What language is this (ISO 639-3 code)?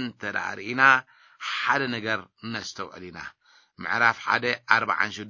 tir